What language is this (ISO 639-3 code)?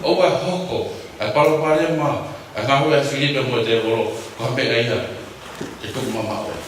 ton